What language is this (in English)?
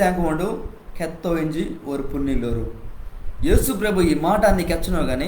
Koya